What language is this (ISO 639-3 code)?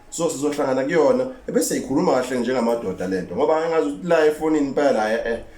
zul